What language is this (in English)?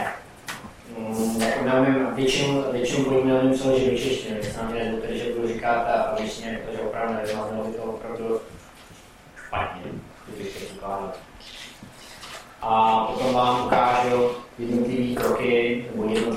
Czech